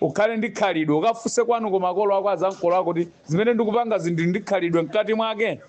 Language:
Nyanja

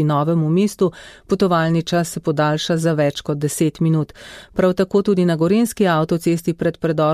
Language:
Slovenian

